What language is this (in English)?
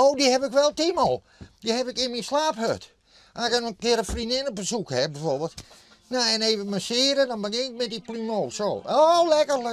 Western Frisian